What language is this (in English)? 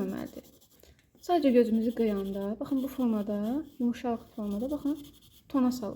Azerbaijani